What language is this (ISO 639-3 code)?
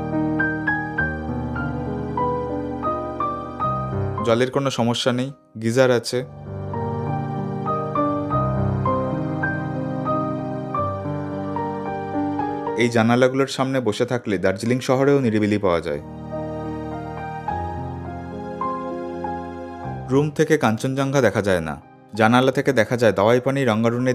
ben